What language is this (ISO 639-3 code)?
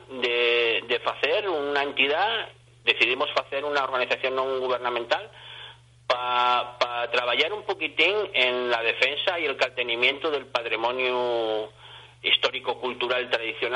ast